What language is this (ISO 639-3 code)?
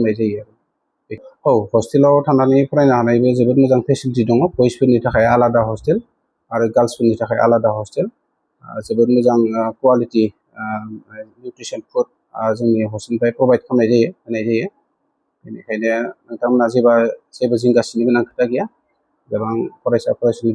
brx